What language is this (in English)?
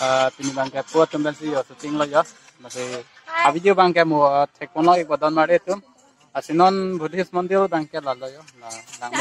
Karbi